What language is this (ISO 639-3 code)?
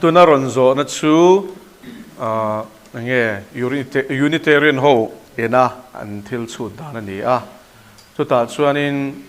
lus